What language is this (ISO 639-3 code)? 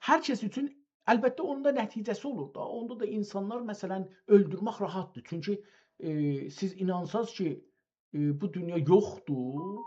azb